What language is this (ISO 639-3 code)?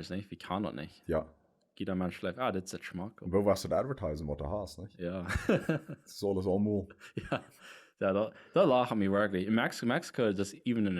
pdt